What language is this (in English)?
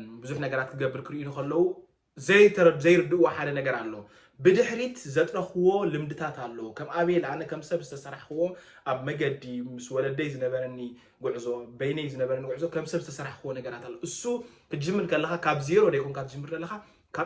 Tigrinya